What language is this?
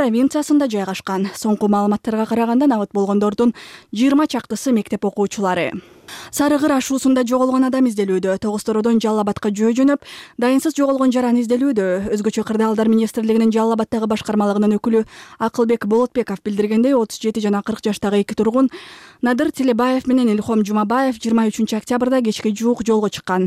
Kyrgyz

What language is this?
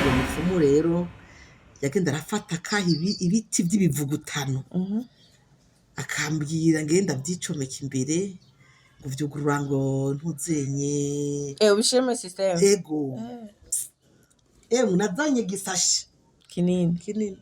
Rundi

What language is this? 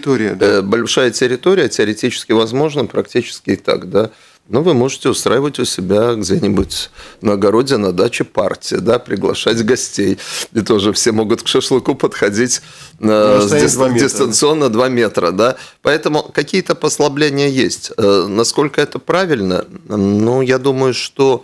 Russian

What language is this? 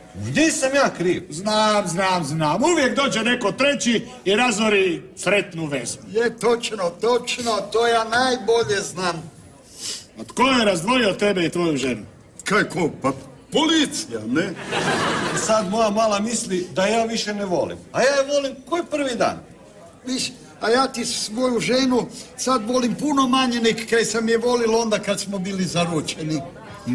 Croatian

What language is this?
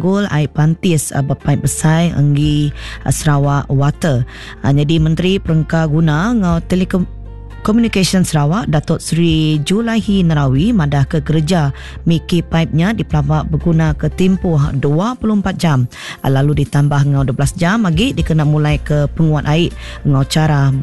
Iban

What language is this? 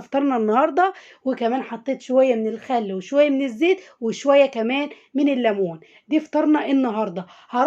Egyptian Arabic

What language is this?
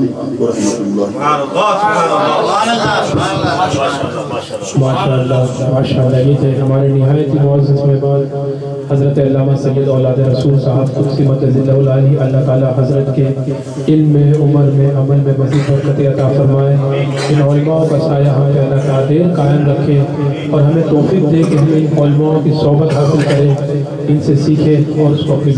Urdu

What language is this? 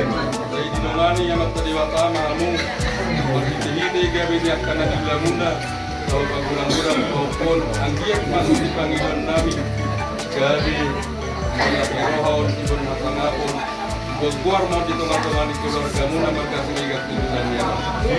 Batak Toba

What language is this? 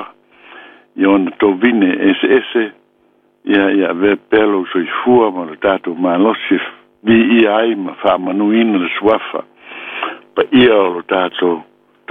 Samoan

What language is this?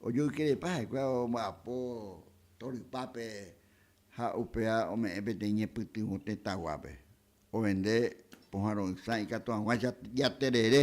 Guarani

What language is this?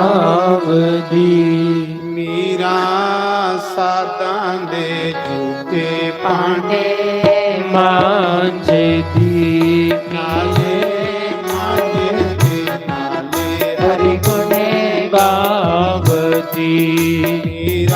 Dogri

